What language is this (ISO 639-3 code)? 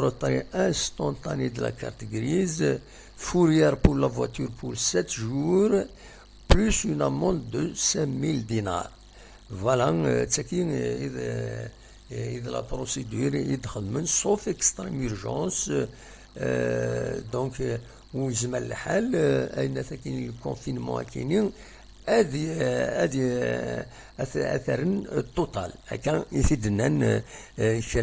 kab